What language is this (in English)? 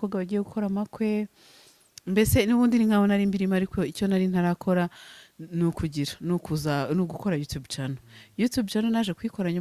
Kinyarwanda